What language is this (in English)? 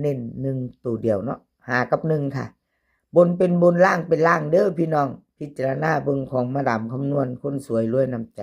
Northeastern Thai